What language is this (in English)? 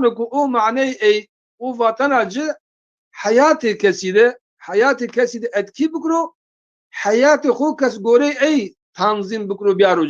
Zaza